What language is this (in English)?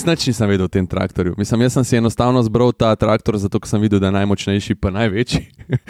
Slovenian